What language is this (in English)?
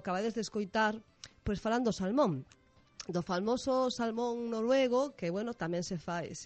Galician